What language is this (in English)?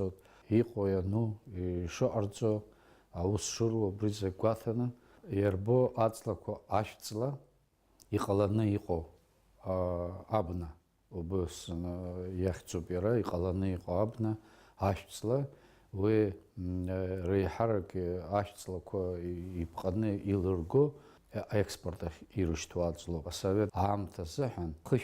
Abkhazian